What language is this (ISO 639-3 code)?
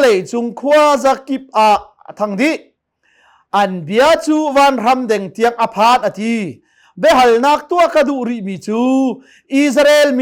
cnh